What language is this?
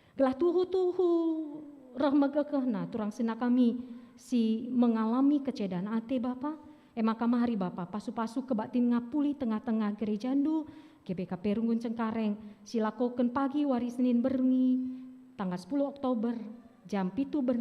Batak Karo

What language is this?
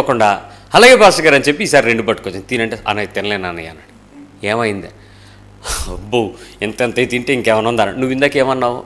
Telugu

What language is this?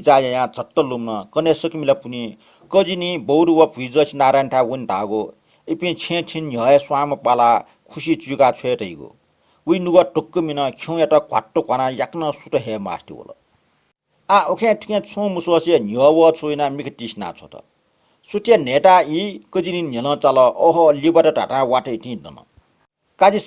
Newari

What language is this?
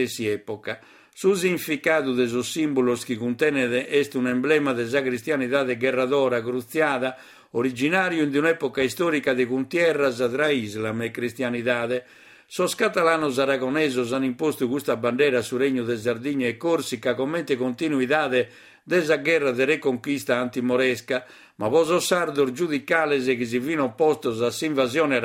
Sardinian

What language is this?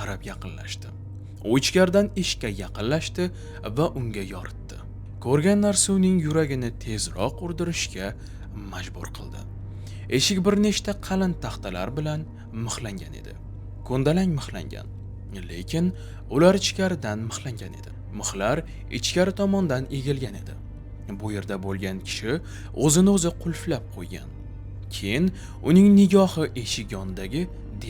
Uzbek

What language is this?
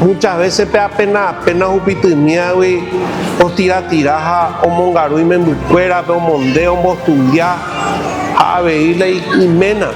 Guarani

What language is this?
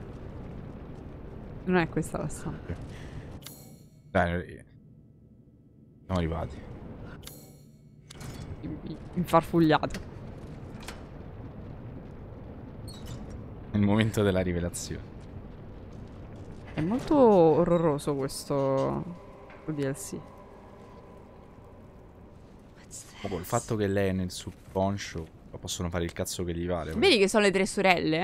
Italian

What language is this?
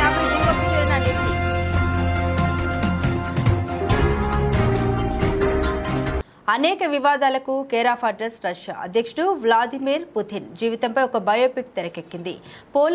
Telugu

